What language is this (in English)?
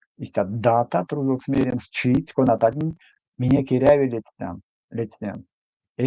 Erzya